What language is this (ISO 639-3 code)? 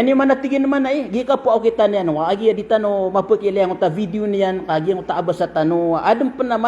mrw